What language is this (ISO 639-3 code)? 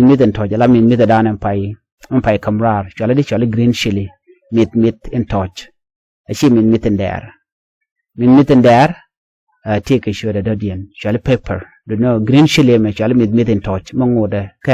nus